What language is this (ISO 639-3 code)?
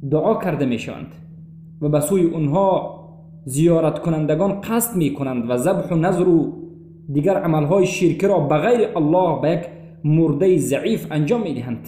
tgk